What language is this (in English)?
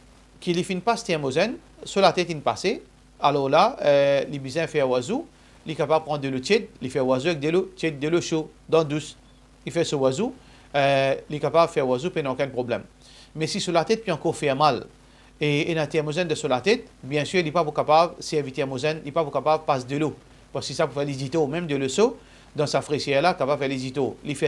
Morisyen